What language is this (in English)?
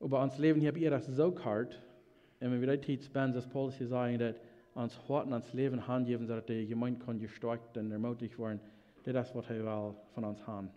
Plautdietsch